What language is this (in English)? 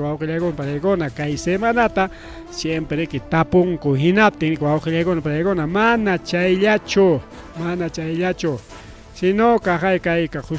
Ayacucho Quechua